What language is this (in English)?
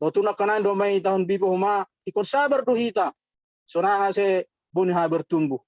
Batak Simalungun